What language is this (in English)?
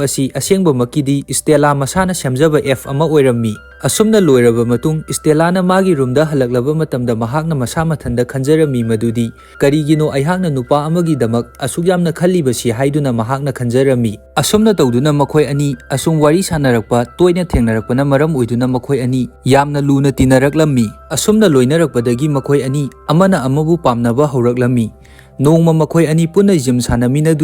Manipuri